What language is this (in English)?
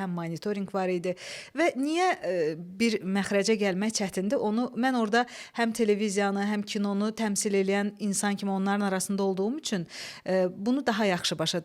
Azerbaijani